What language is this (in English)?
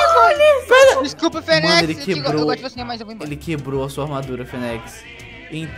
Portuguese